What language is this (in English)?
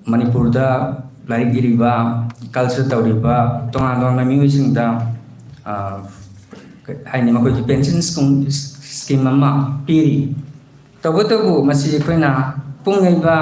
Manipuri